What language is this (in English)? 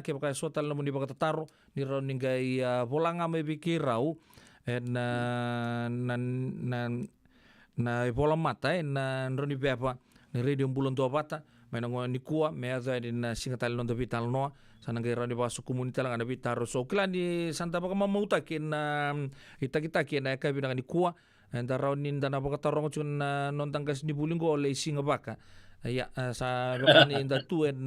Fijian